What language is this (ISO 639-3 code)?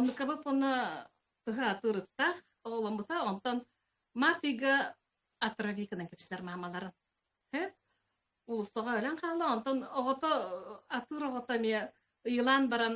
sah